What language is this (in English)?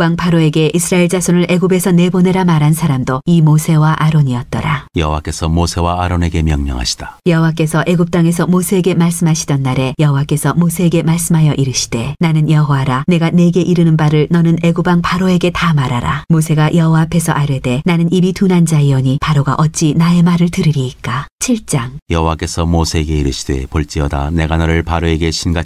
Korean